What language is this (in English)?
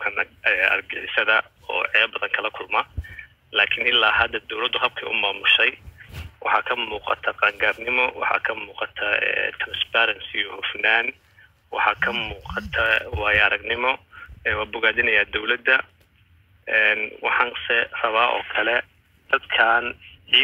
Somali